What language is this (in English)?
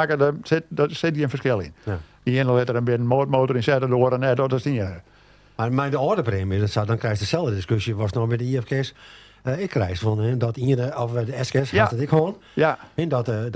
Western Frisian